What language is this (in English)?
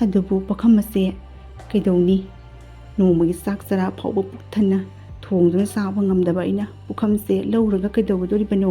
Manipuri